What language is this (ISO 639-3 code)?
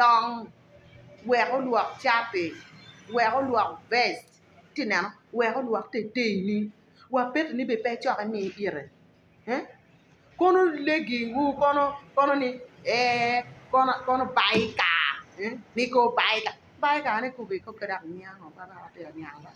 ach